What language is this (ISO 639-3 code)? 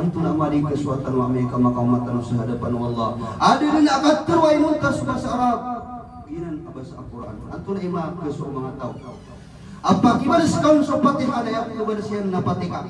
mrw